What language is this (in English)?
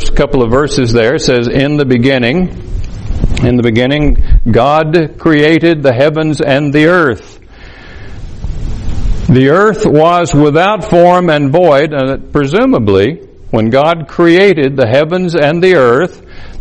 English